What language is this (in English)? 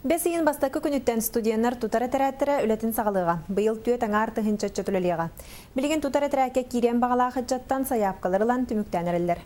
Yakut